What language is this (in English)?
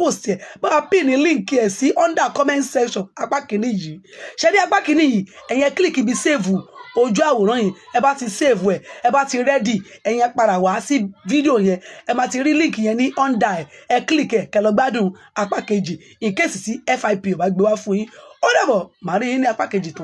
Yoruba